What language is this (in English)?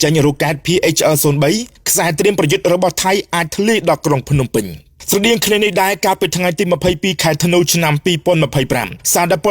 Khmer